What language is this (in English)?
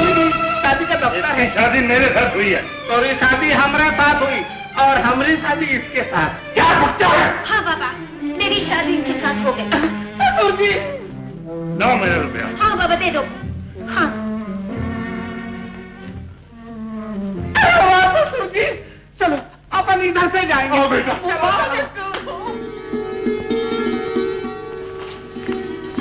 Hindi